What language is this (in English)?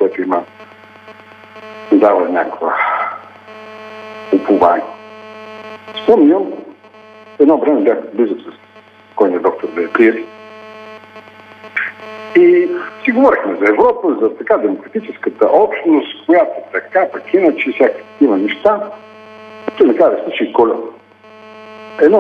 Bulgarian